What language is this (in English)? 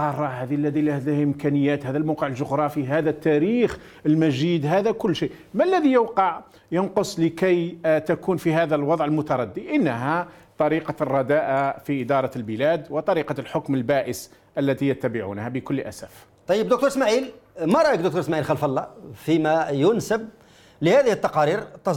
Arabic